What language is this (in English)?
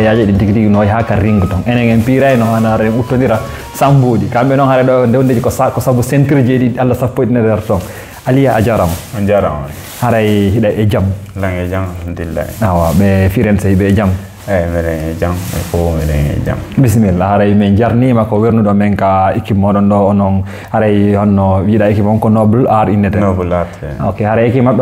Fula